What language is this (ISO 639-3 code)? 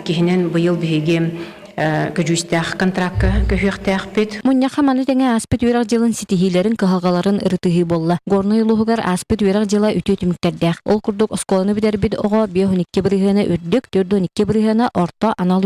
sah